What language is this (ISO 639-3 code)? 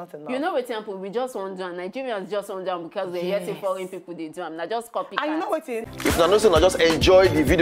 pcm